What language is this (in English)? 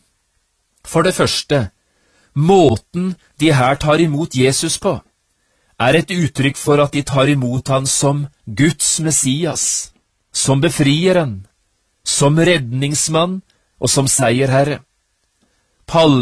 Norwegian